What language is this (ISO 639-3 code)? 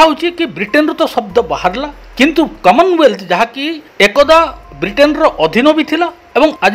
ori